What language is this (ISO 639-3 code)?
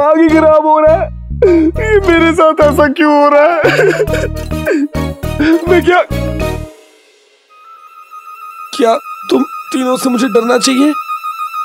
hin